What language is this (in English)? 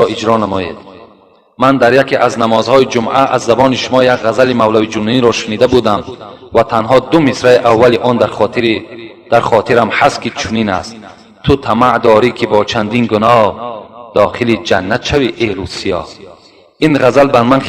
Tajik